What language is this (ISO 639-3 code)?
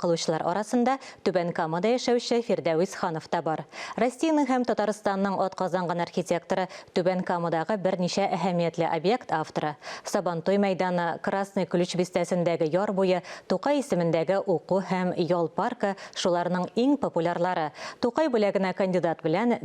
tat